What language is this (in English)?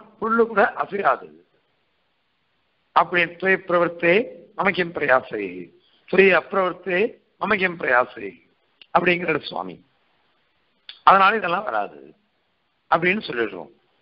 Tamil